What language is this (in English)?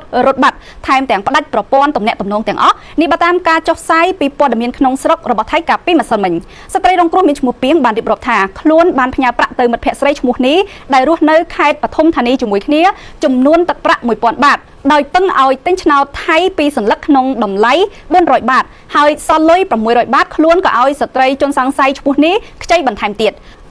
Khmer